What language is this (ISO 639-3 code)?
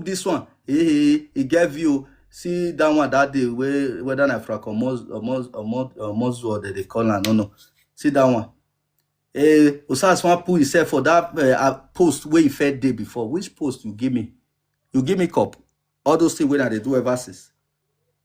pcm